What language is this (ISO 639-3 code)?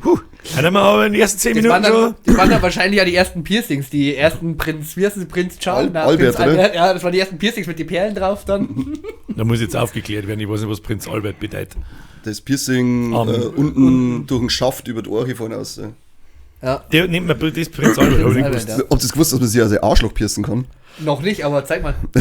bar